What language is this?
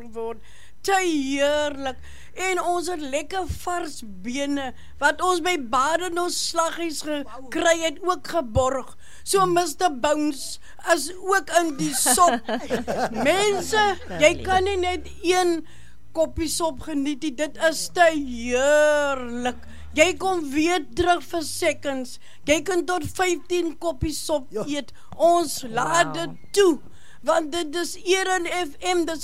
Afrikaans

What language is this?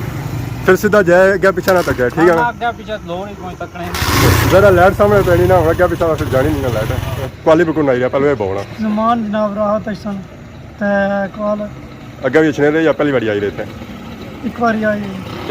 Pahari-Potwari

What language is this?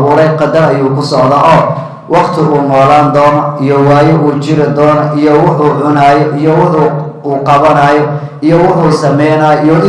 Somali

